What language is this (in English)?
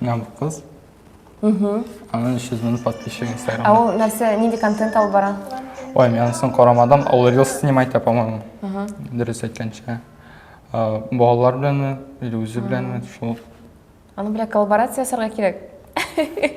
Tatar